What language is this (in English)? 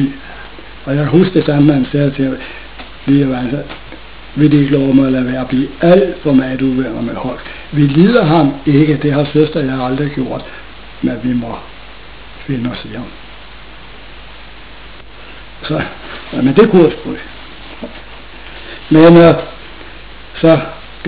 Danish